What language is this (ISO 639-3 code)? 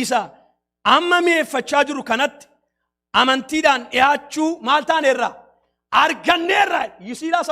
orm